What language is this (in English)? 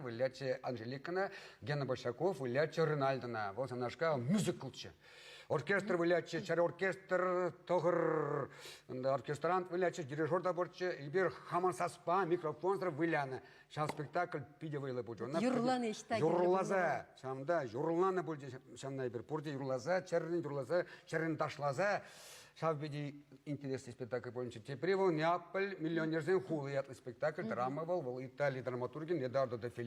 Chuvash